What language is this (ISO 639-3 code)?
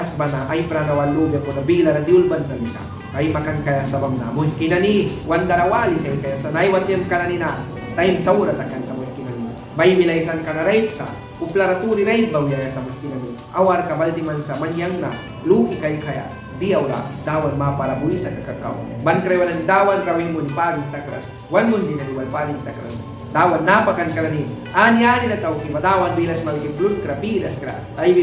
miq